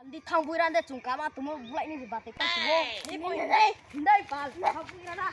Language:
Riang (India)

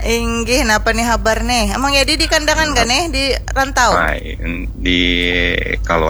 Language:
Banjar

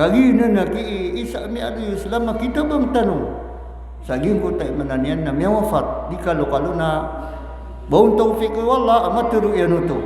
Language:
Maranao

